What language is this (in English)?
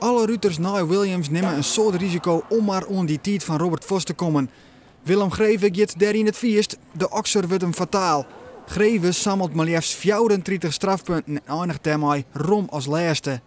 Western Frisian